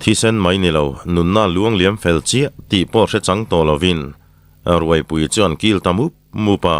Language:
Mizo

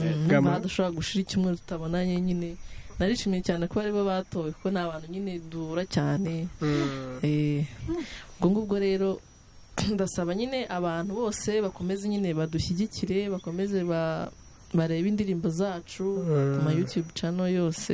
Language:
Kinyarwanda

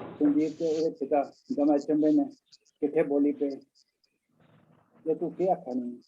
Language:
Dogri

